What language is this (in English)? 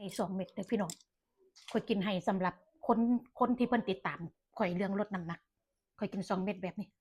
Lao